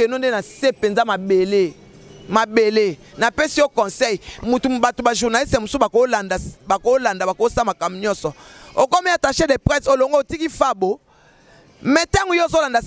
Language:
Lingala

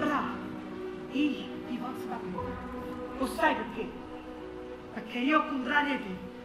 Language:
Neapolitan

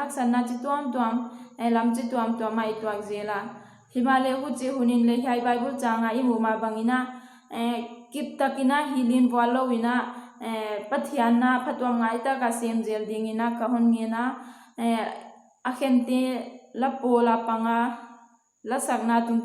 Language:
Paite Chin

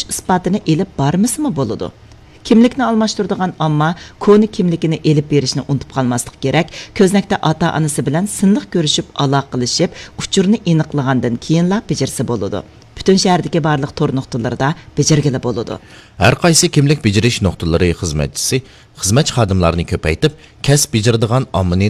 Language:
Uyghur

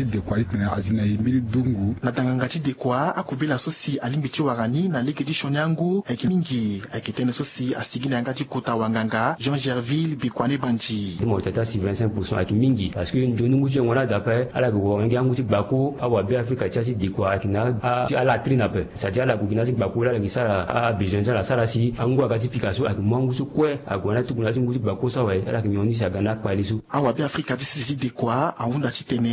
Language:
Sango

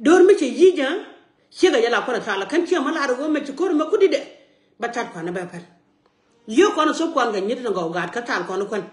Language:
Nuer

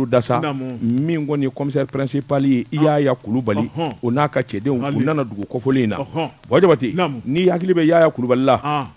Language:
Bambara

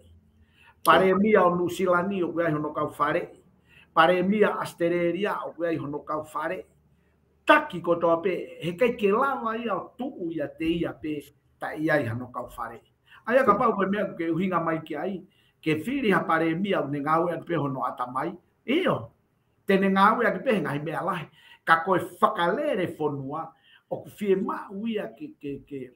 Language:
Tongan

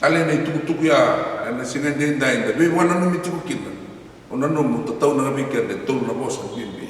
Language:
Fijian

